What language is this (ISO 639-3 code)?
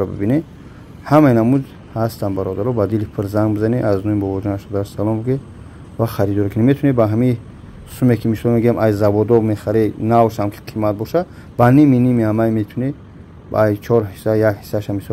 tgk